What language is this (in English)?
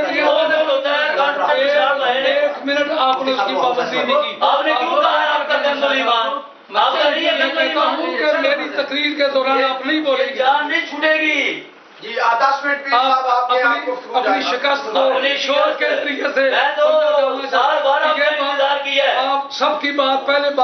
Urdu